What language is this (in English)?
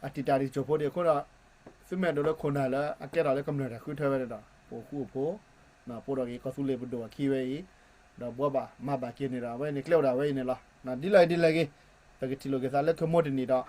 S'gaw Karen